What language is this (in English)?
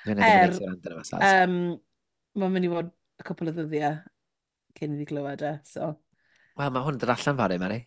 Welsh